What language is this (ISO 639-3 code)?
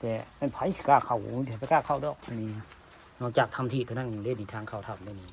tts